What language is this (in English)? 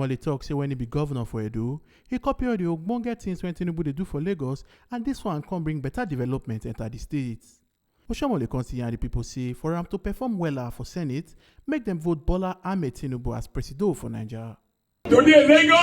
Nigerian Pidgin